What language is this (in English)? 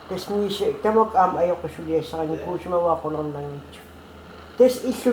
Kalaallisut